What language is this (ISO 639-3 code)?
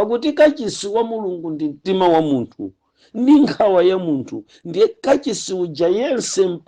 nya